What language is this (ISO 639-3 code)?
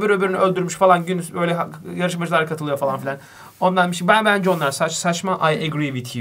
tur